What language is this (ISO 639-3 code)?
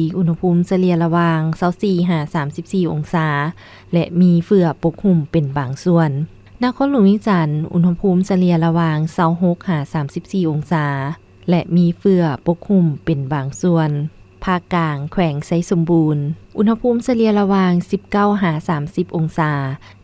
lao